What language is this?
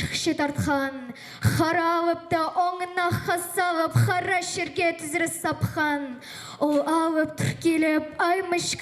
Khakas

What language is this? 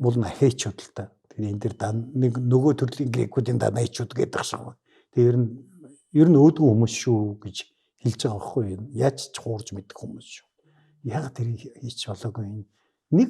Mongolian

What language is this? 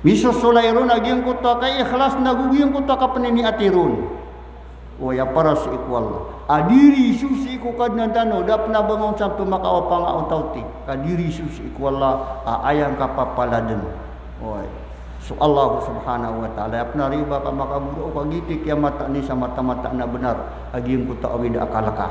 Maranao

